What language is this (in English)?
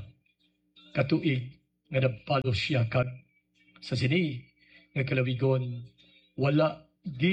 Hiligaynon